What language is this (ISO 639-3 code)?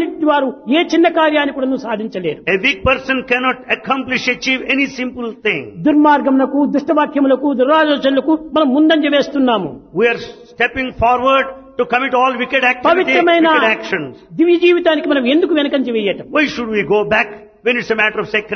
tel